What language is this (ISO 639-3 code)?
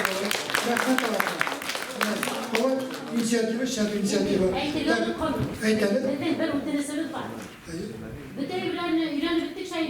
bak